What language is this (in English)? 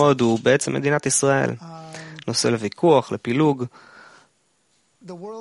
Hebrew